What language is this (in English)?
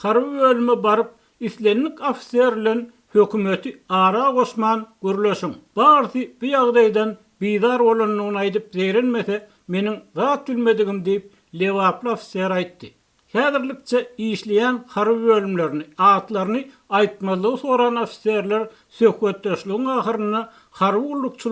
Turkmen